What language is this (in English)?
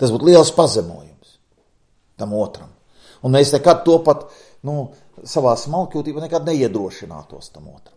Latvian